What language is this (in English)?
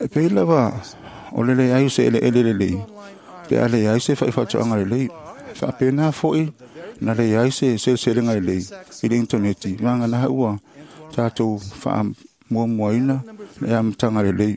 Samoan